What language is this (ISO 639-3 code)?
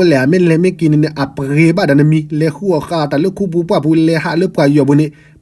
ksw